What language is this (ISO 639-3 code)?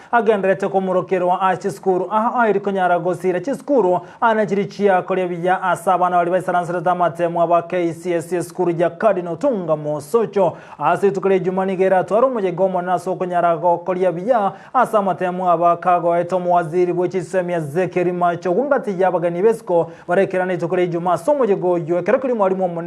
guz